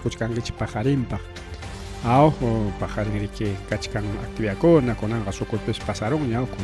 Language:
Ayacucho Quechua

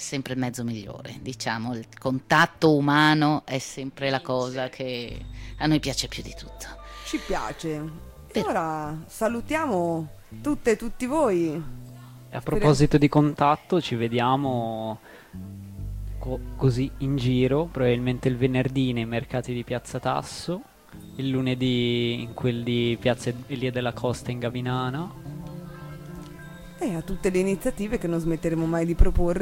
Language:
Italian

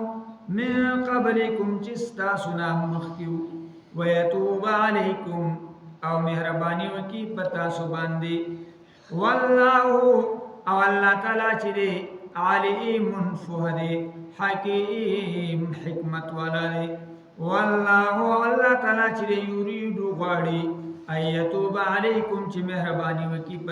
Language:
Pashto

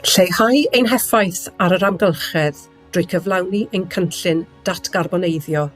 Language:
Welsh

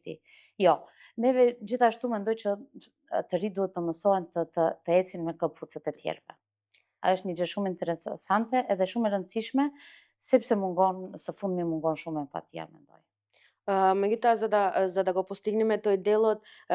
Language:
Macedonian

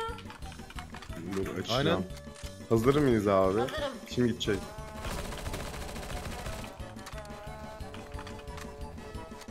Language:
Turkish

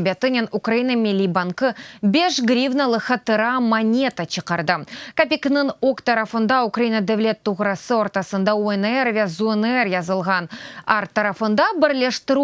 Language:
Crimean Tatar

